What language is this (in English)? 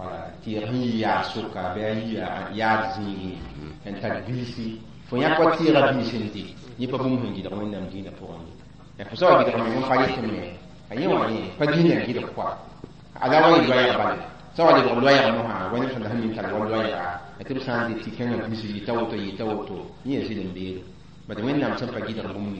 Mossi